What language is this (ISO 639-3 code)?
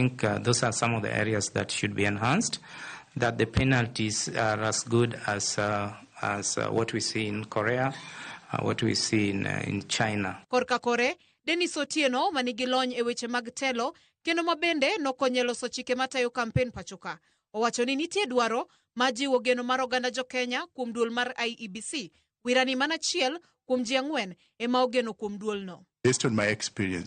luo